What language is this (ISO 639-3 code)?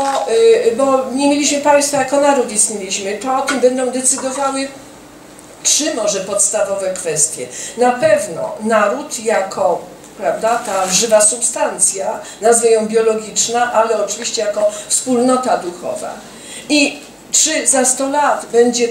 pol